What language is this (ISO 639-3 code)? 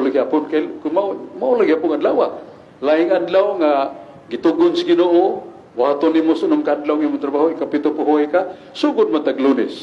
ceb